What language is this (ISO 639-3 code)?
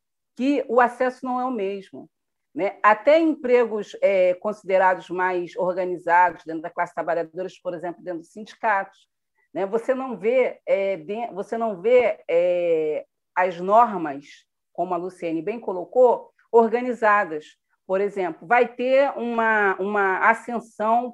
por